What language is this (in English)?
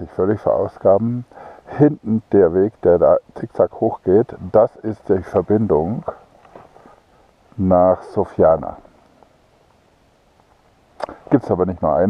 German